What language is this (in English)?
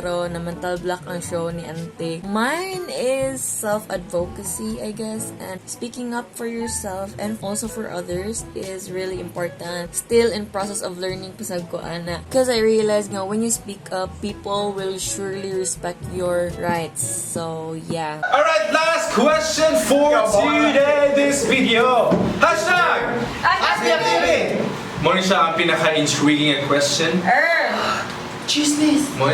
Cebuano